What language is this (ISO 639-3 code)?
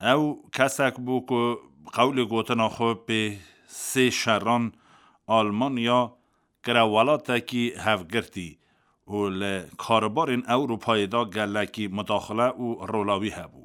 kur